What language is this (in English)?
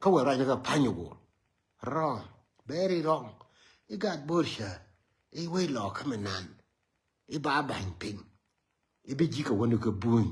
Nuer